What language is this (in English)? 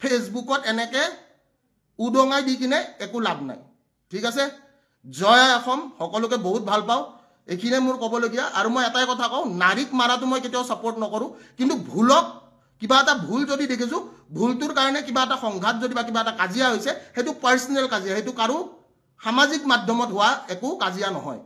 Assamese